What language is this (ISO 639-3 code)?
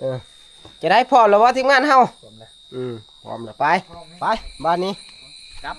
tts